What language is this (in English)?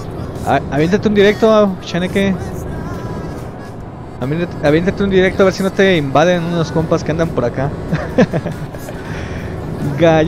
Spanish